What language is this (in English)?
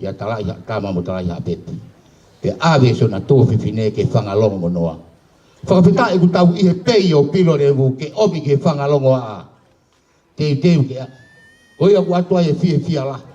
Tongan